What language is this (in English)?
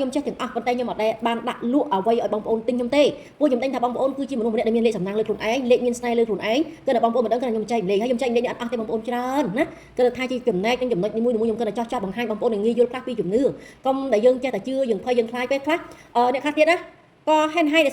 Khmer